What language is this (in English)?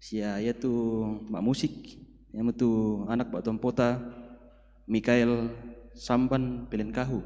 Toraja-Sa'dan